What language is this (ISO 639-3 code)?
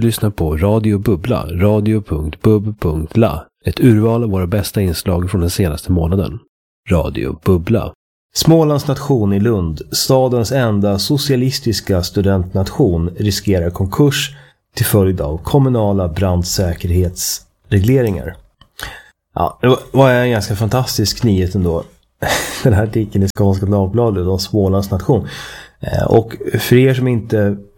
swe